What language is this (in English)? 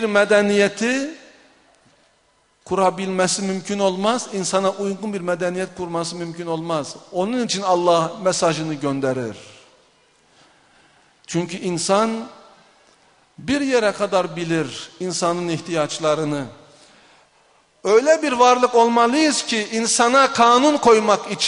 Turkish